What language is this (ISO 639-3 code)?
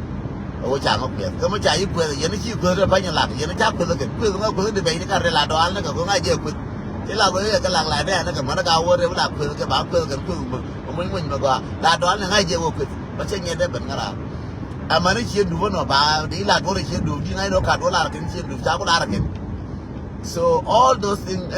nus